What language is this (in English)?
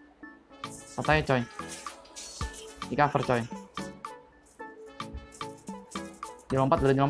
Indonesian